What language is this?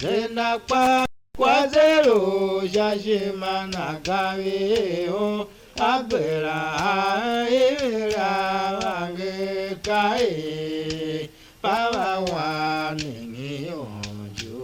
Tiv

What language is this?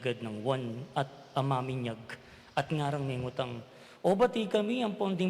Pampanga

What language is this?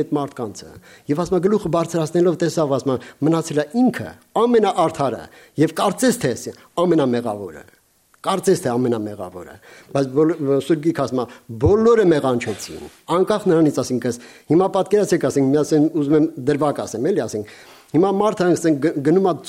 Armenian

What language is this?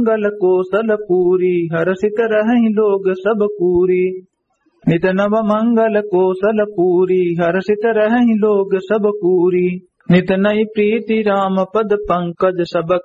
Awadhi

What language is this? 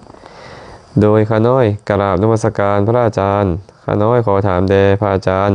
Lao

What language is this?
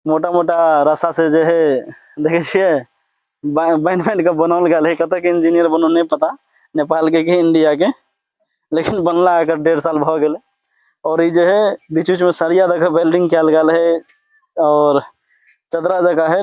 Maithili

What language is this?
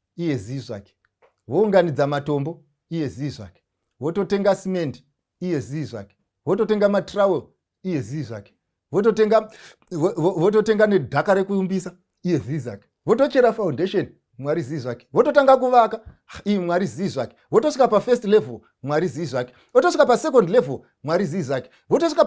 Shona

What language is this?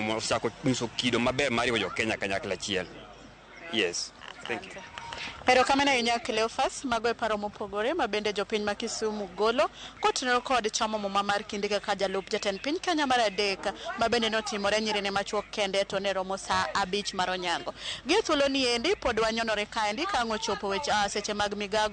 Luo (Kenya and Tanzania)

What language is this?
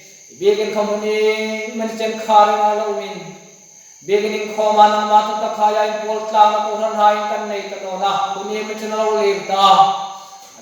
Hmar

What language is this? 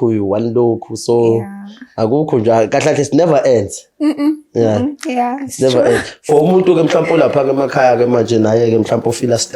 Zulu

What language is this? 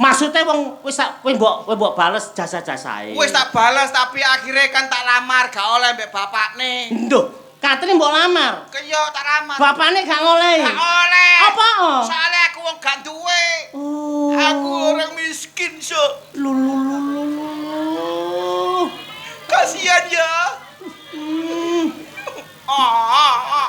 Javanese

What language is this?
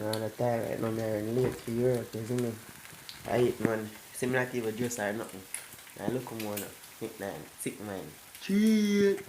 Jamaican Creole English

